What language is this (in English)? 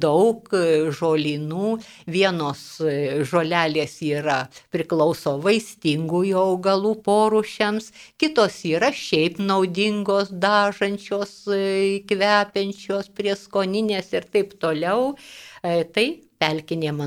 Lithuanian